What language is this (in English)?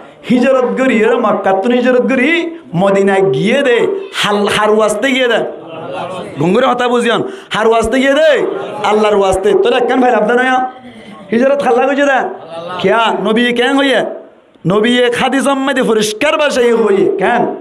Rohingya